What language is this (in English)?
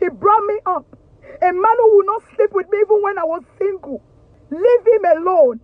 Nigerian Pidgin